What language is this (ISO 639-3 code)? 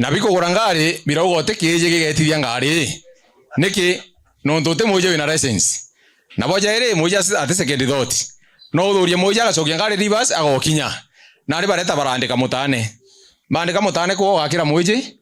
mer